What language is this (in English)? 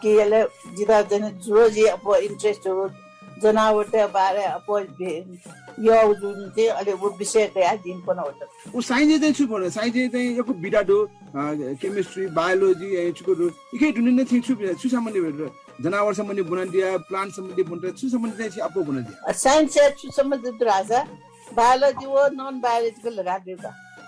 Newari